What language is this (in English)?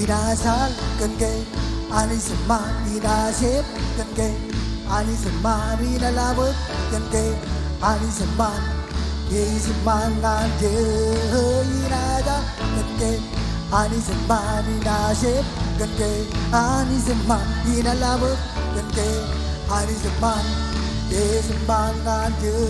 Marshallese